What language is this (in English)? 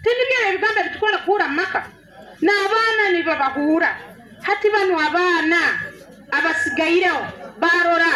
Nyoro